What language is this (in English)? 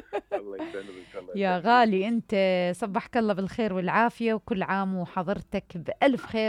Mesopotamian Arabic